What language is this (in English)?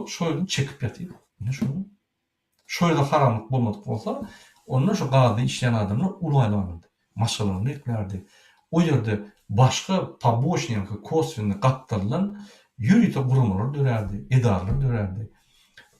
Turkmen